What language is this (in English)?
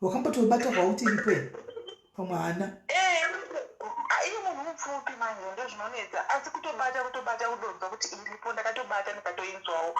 Shona